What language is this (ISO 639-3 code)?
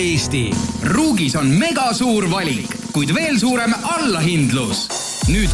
est